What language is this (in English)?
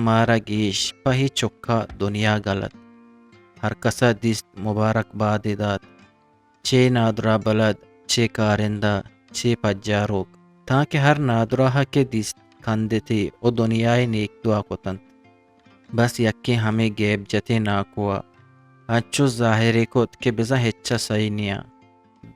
Eastern Balochi